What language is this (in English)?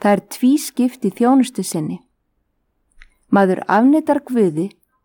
Icelandic